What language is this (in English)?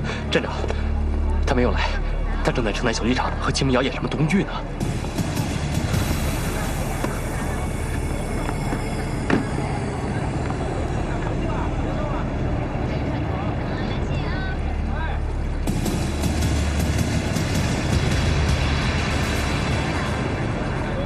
Chinese